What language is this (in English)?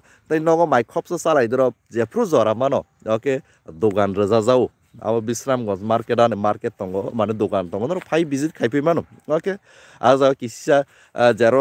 Kok Borok